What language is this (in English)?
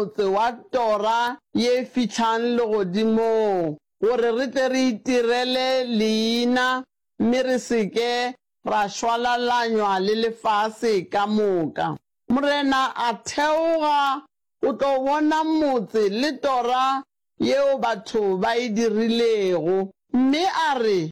Northern Sotho